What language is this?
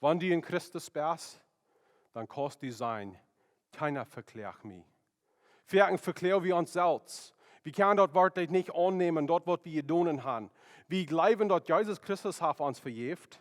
Plautdietsch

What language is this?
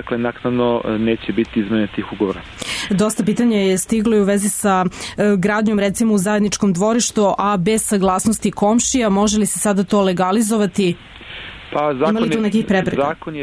Serbian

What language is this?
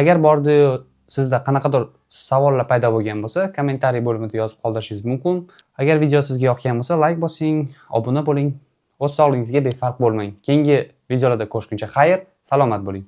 Uzbek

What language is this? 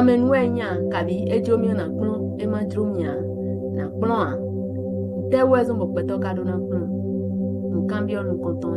Fon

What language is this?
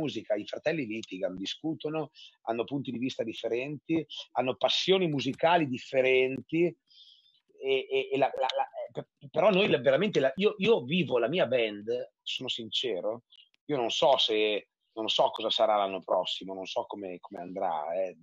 Italian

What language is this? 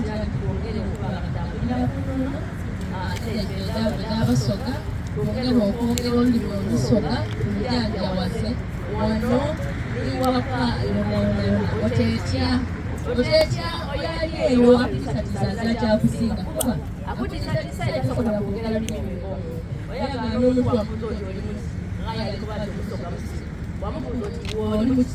Soga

